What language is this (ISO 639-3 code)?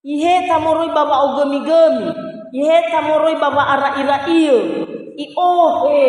nia